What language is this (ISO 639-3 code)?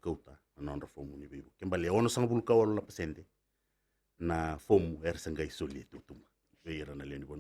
fij